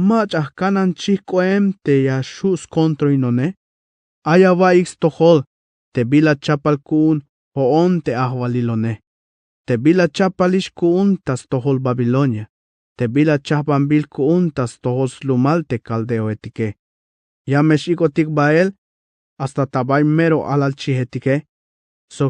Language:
Tzeltal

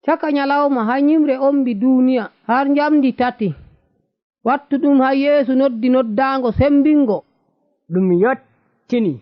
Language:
Nigerian Fulfulde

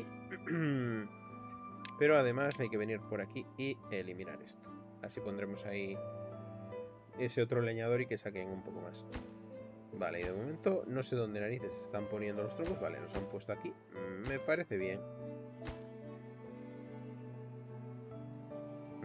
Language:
Spanish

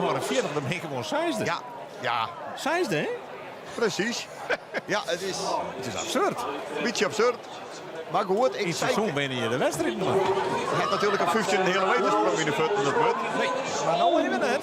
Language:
Western Frisian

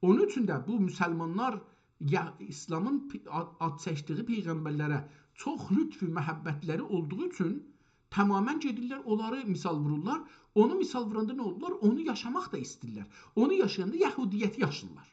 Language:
South Azerbaijani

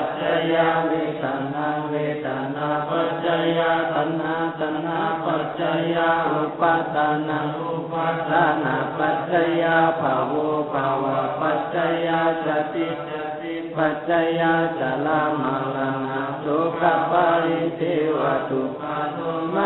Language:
Pali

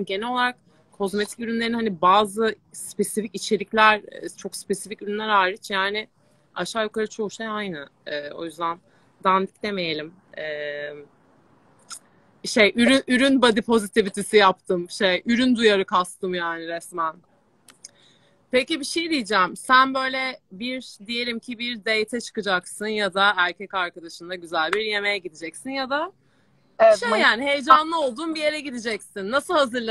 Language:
Turkish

